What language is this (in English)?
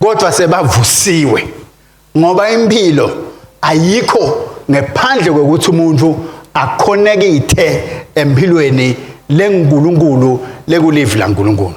Swati